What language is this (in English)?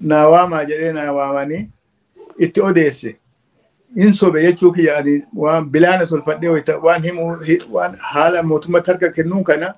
Oromo